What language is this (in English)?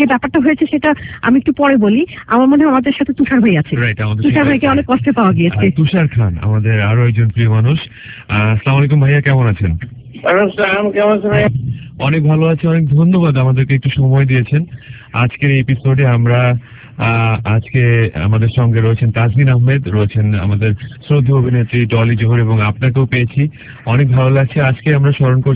Bangla